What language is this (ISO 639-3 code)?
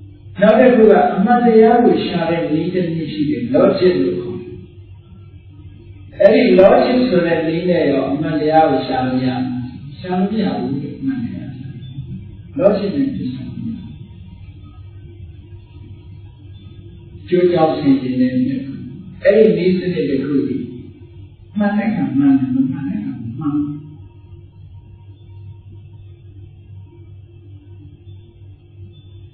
mya